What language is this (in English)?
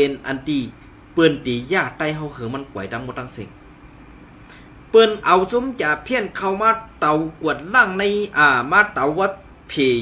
Shan